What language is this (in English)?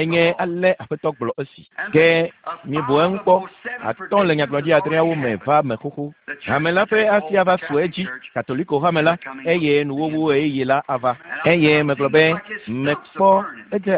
Ewe